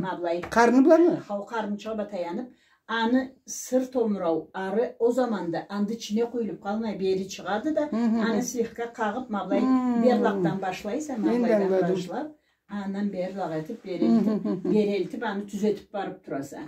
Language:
Karachay-Balkar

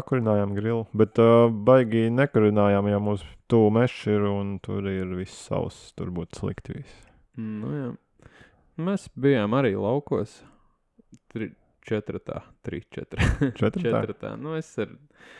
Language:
Latvian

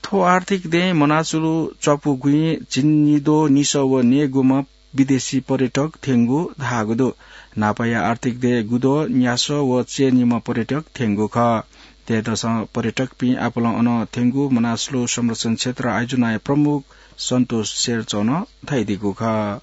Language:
Newari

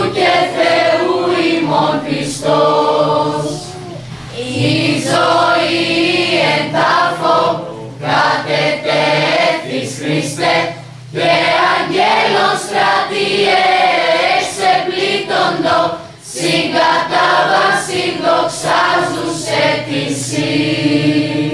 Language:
Greek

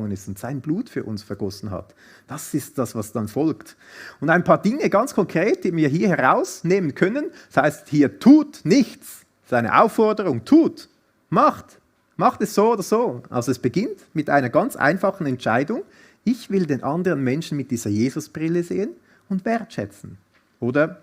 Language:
Swiss German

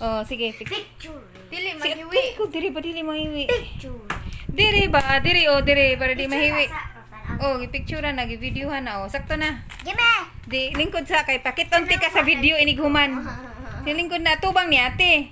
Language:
Cebuano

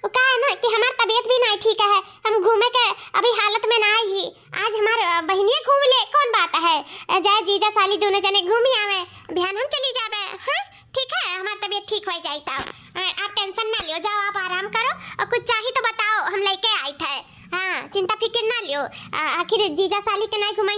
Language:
Awadhi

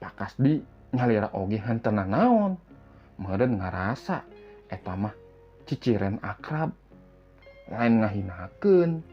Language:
Sundanese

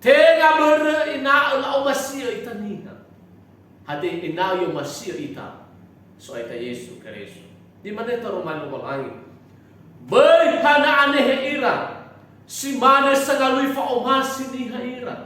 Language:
Nias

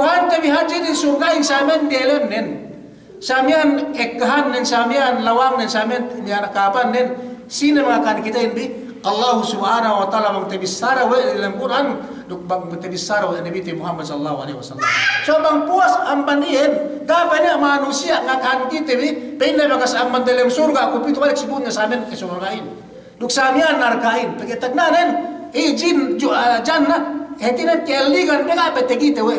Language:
Yakan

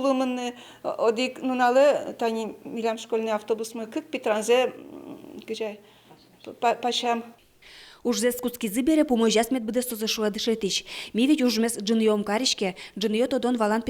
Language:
Udmurt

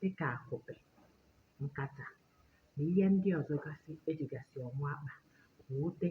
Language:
Igbo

